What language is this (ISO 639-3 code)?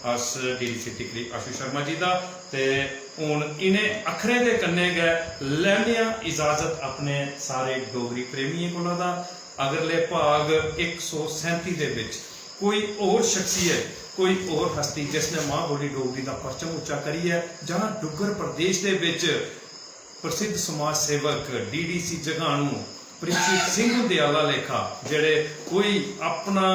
doi